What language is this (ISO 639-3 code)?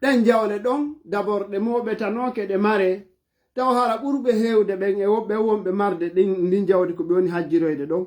ful